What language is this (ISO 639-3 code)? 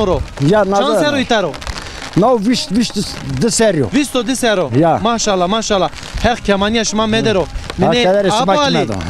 zza